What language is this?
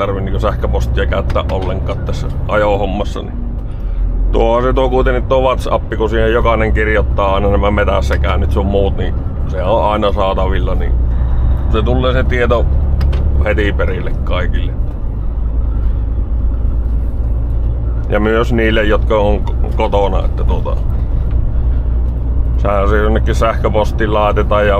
Finnish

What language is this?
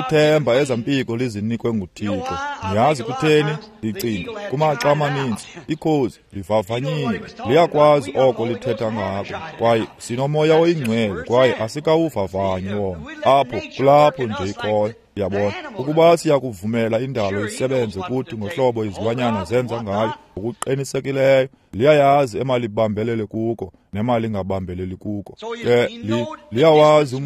Xhosa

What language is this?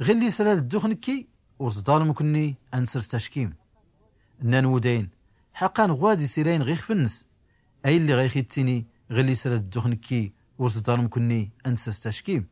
Tachelhit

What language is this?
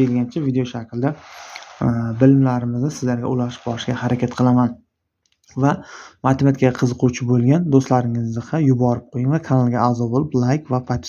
Uzbek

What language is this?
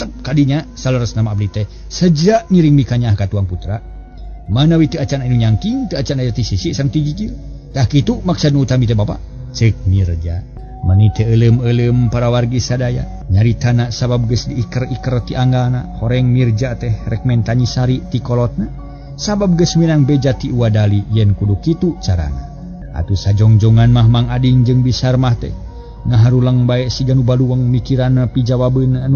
Sundanese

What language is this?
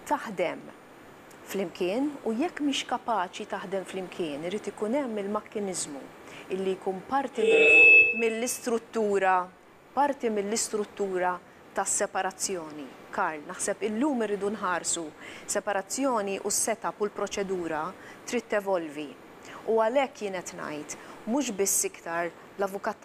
Maltese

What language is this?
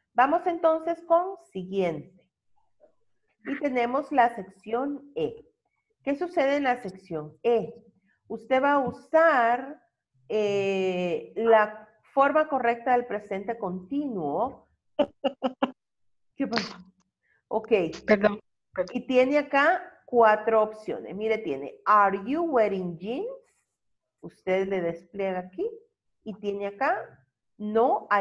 Spanish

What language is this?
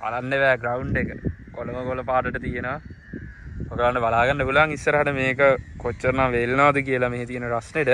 Sinhala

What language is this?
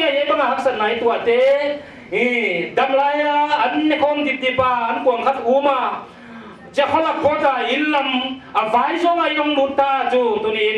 Paite Chin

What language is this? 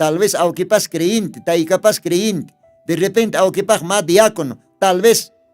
Aymara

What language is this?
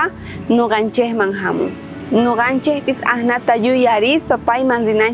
South Bolivian Quechua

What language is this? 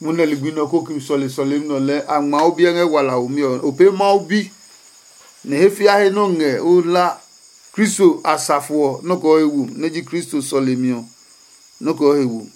Adangme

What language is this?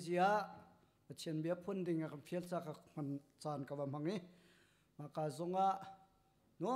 Hakha Chin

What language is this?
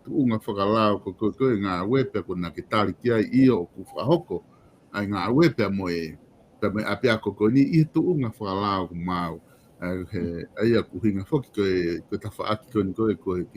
Tongan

